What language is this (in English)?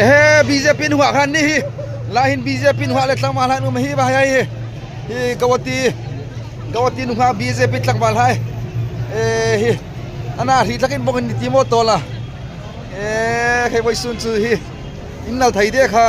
Hmar